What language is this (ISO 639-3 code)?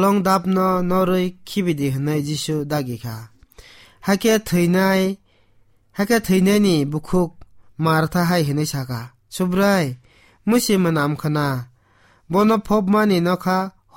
trp